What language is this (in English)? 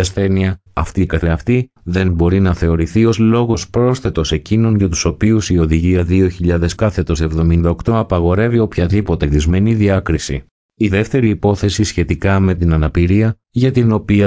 Greek